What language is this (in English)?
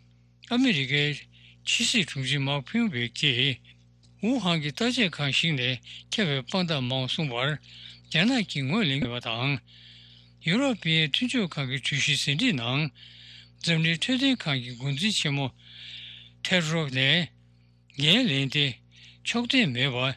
Tibetan